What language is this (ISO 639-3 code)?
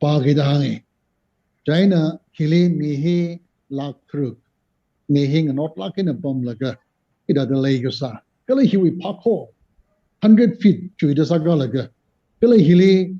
nmf